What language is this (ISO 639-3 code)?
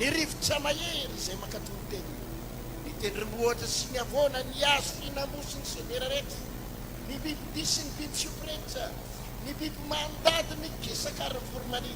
mlg